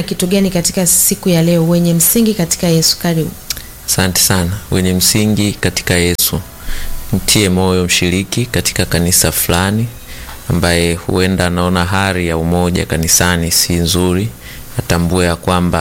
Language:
Swahili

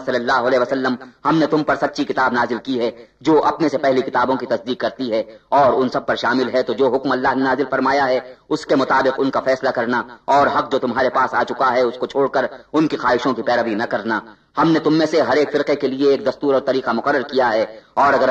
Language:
Urdu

